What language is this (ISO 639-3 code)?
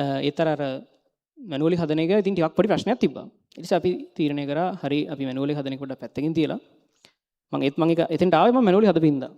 sin